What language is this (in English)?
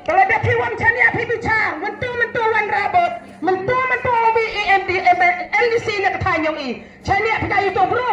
Khasi